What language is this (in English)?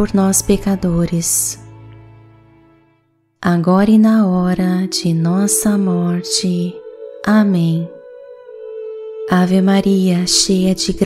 Portuguese